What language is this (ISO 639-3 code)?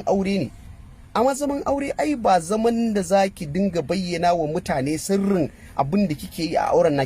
hau